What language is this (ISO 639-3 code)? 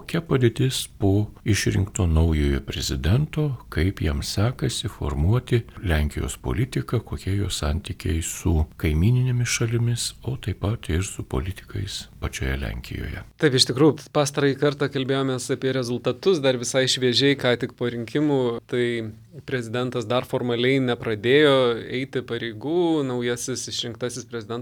lit